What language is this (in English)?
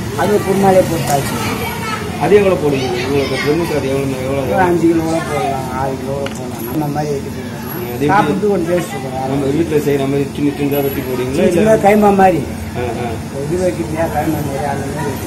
Tamil